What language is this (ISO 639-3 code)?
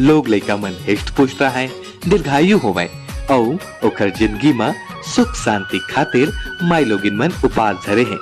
hne